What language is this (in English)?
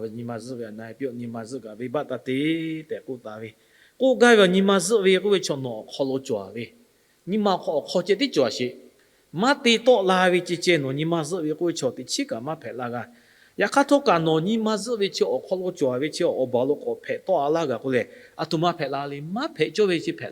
Lahu